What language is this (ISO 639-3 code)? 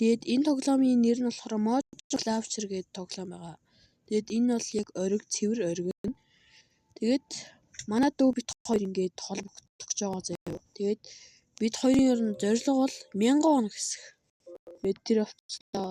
mon